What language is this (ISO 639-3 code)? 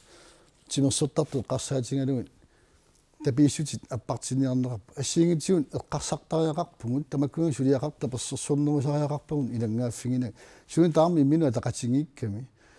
kal